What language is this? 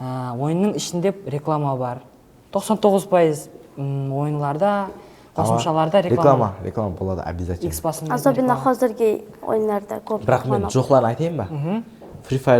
Kara-Kalpak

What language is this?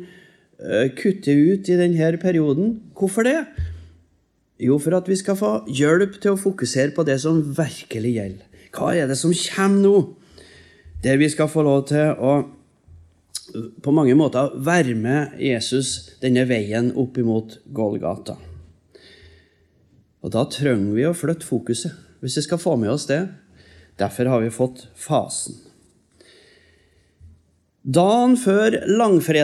Norwegian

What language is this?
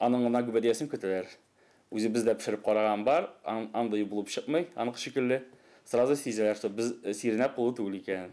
Tatar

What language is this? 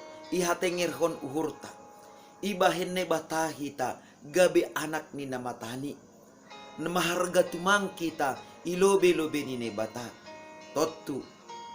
Batak Simalungun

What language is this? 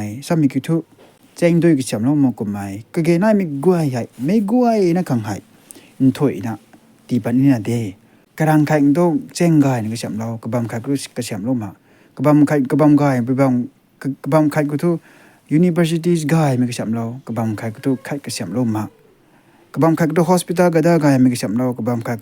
Rongmei Naga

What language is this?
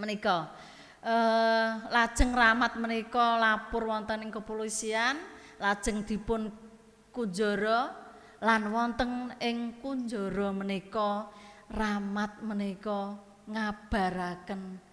Javanese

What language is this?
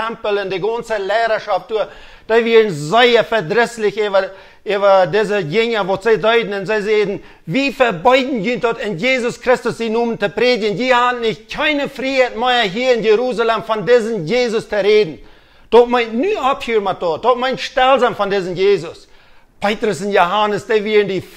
Plautdietsch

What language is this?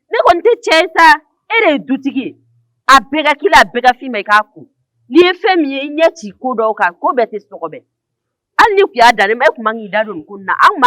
Bambara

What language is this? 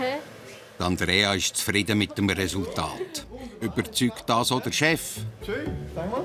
Swiss German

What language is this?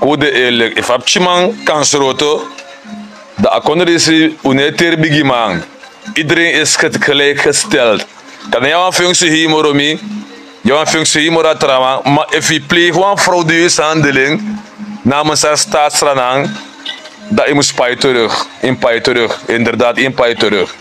Sranan Tongo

